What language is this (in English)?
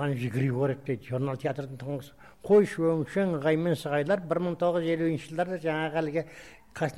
Kazakh